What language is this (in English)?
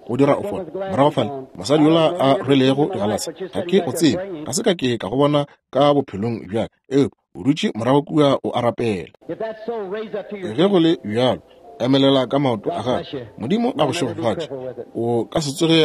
Northern Sotho